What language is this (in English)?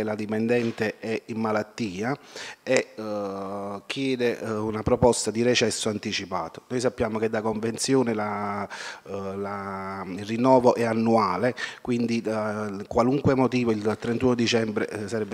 Italian